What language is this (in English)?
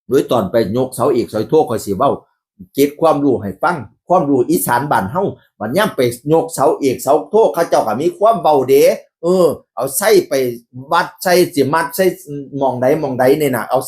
Northeastern Thai